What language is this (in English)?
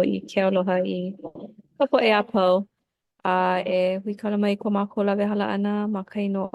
Hawaiian